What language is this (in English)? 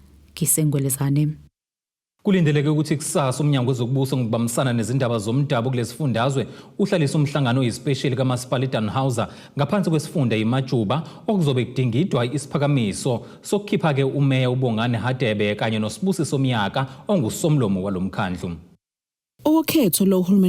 Zulu